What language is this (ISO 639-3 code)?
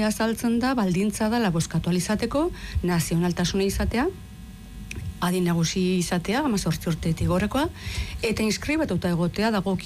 eus